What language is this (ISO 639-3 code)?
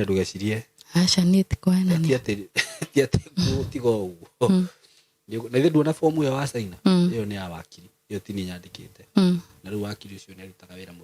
kik